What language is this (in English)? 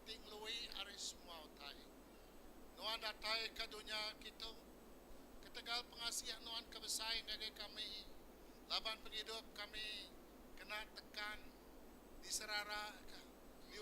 Iban